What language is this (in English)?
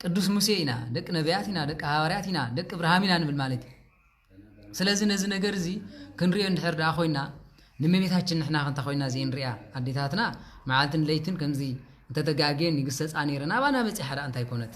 Tigrinya